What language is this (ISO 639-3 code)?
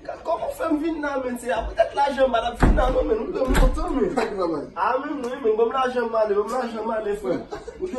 hat